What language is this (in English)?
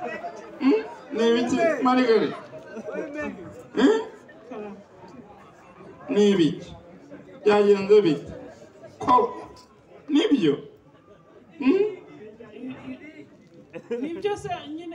Kinyarwanda